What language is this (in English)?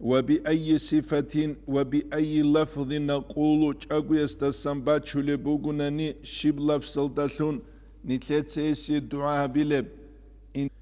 Avaric